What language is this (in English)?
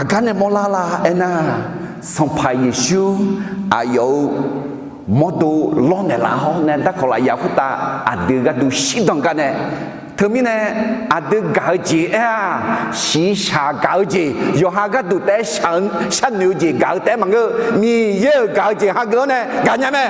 Akha